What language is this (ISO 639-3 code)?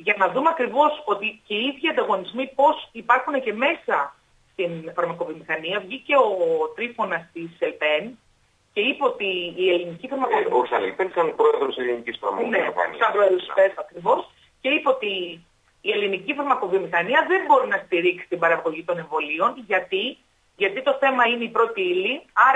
ell